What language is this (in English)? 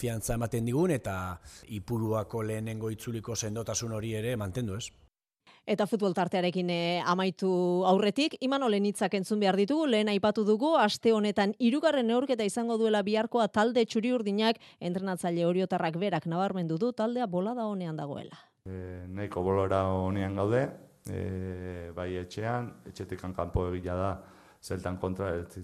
Basque